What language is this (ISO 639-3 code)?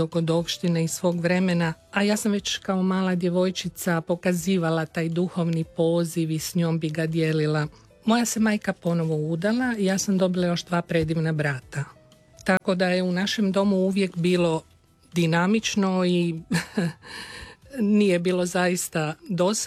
hrv